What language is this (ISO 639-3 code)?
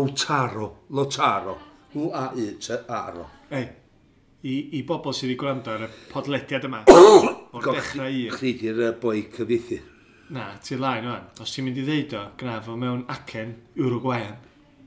cym